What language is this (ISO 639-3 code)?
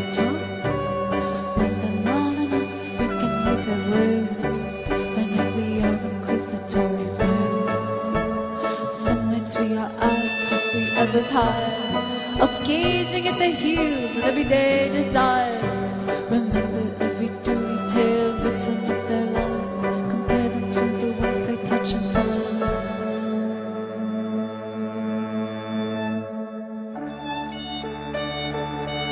eng